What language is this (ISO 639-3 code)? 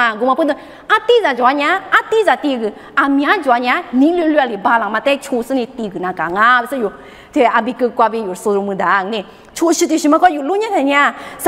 lis